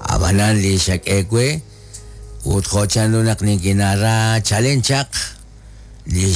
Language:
Kekchí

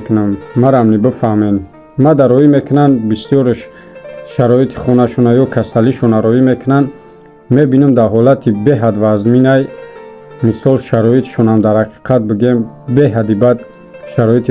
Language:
Tajik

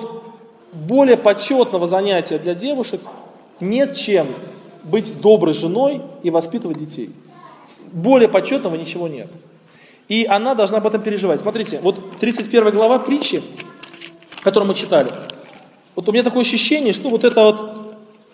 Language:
Russian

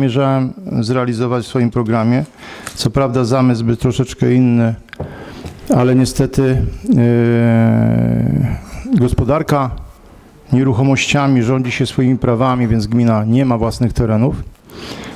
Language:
Polish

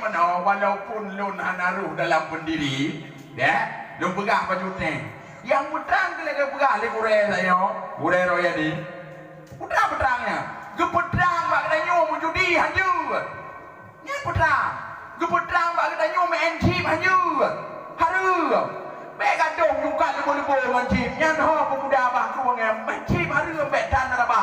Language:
Achinese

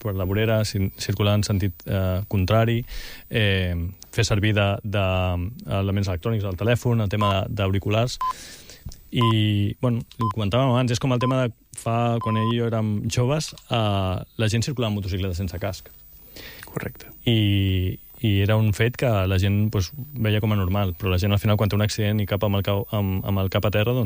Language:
Catalan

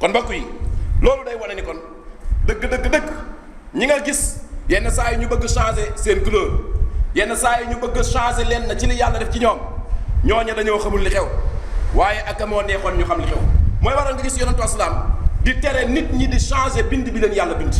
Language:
Wolof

